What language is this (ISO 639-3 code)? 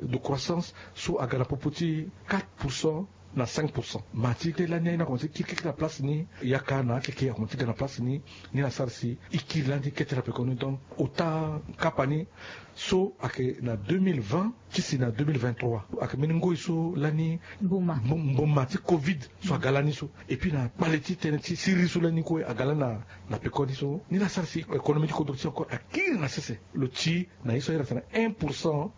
sag